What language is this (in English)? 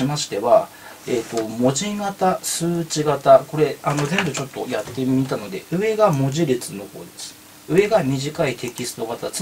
Japanese